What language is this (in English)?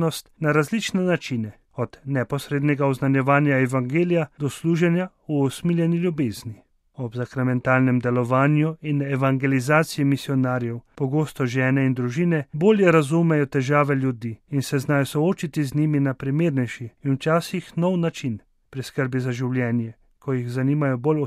Slovenian